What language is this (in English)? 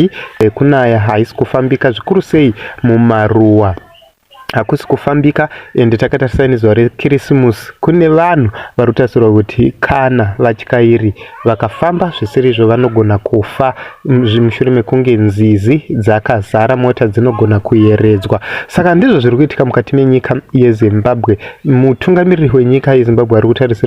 Shona